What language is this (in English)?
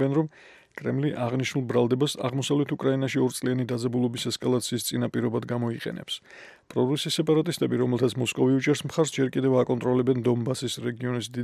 Georgian